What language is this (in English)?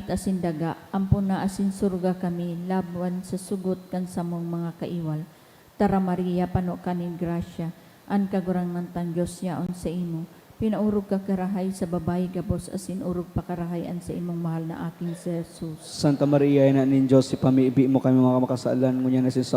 Bikol